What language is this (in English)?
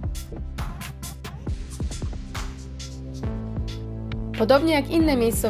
Polish